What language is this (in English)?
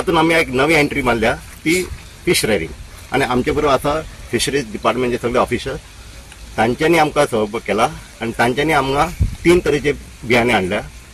Konkani